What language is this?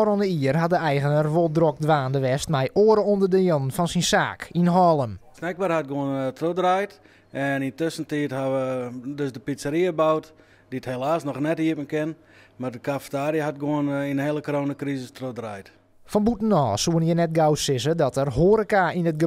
Western Frisian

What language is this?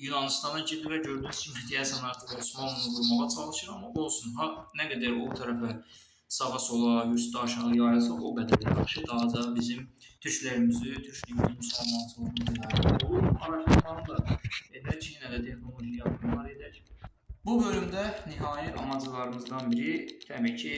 Azerbaijani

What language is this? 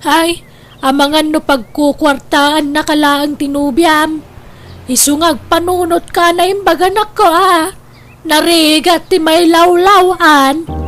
Iloko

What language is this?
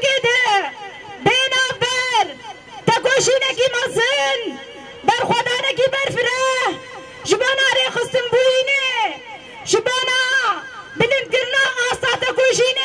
Kurdish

